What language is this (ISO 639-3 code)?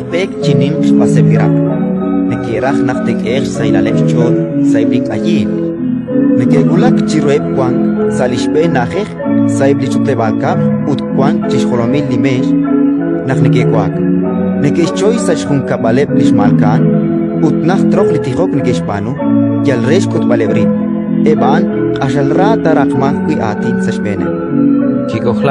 kek